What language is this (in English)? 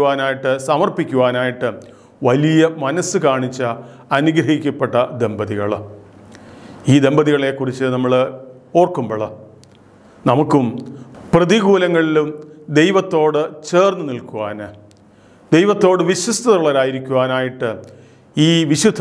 Malayalam